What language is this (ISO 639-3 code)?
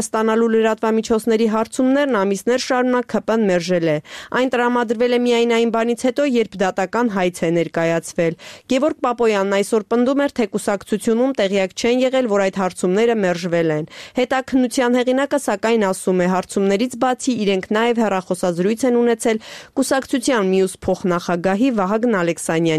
hye